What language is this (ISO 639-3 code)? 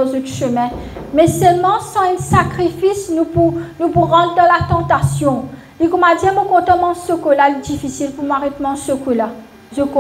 mfe